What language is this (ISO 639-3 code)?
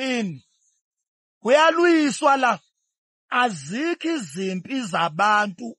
zul